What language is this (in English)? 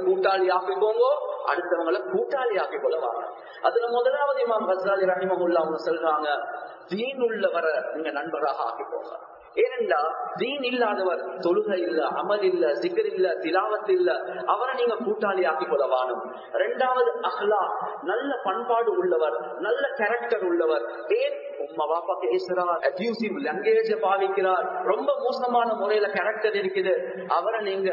Tamil